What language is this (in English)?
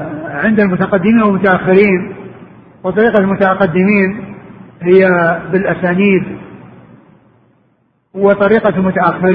Arabic